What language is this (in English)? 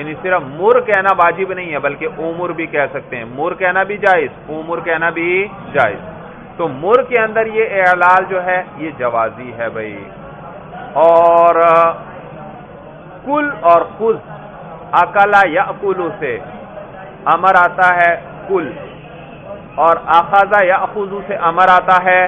Urdu